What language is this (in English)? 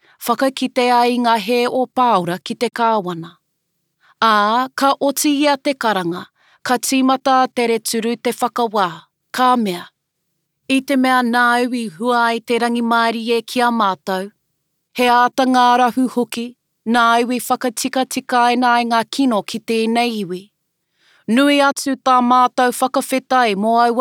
Māori